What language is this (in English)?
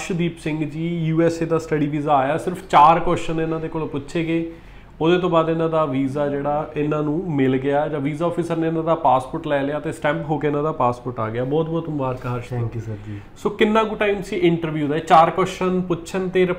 Punjabi